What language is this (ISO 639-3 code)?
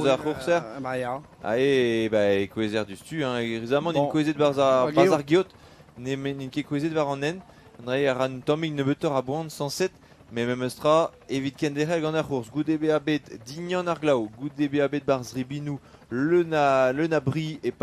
bre